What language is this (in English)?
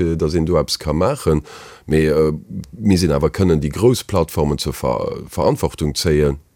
Luxembourgish